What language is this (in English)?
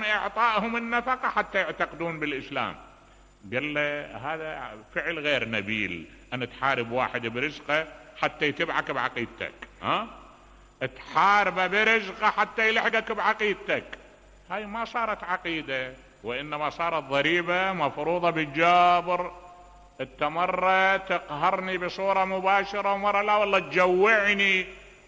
Mesopotamian Arabic